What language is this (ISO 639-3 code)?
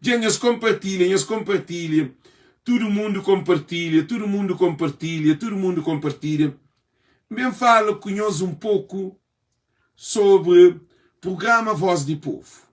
kea